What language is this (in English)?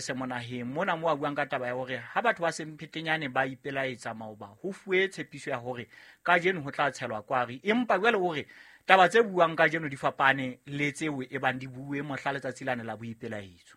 Southern Sotho